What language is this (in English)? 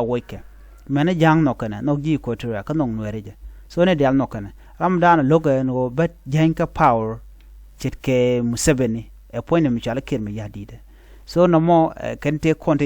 Nuer